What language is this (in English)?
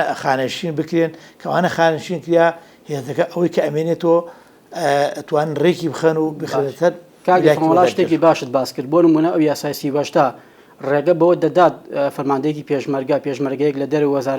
Central Kurdish